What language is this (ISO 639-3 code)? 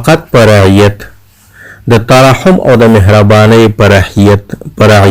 pus